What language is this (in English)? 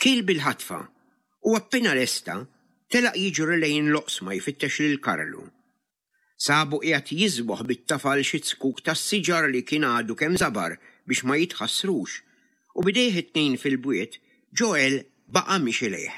Maltese